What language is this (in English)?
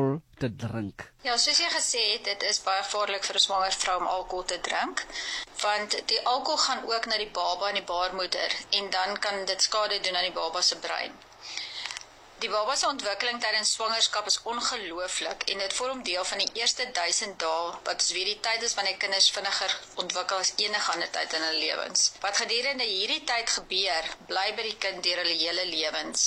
Afrikaans